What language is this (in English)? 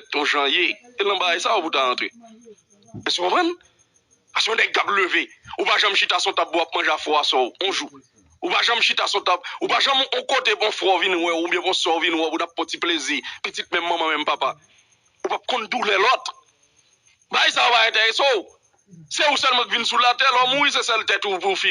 Haitian Creole